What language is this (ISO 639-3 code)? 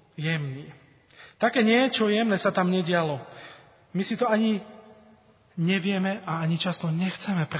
slk